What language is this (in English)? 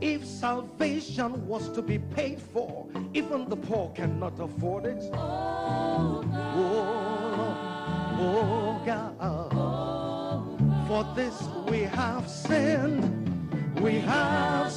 Ewe